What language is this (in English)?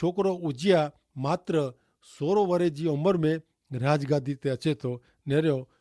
Kachhi